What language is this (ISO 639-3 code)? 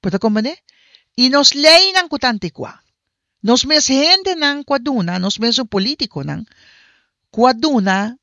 pap